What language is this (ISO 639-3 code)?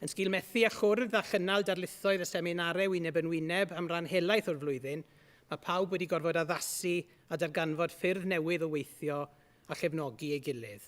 cym